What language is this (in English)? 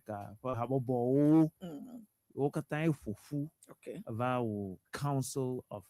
Ewe